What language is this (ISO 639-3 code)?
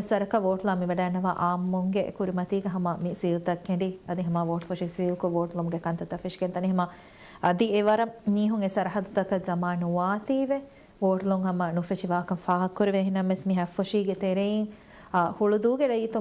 div